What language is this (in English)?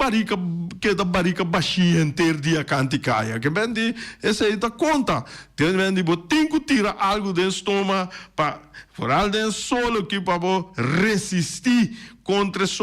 Papiamento